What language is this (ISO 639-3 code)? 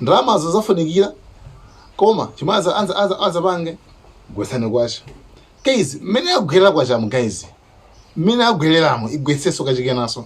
nya